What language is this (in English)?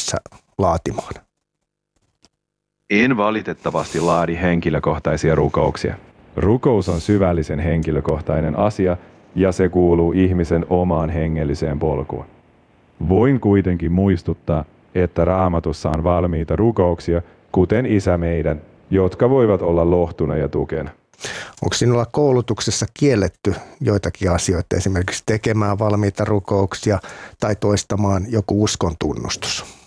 Finnish